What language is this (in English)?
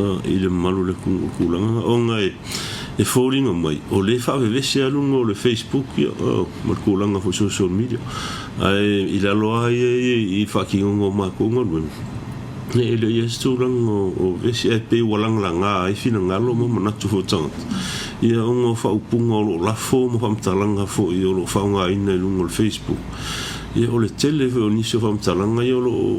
Samoan